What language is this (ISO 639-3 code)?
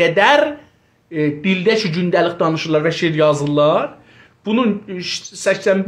azb